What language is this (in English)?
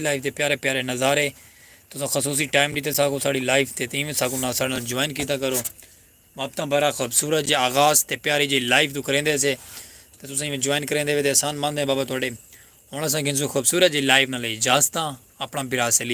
Saraiki